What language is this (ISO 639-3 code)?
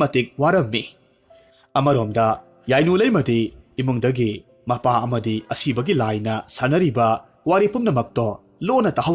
mni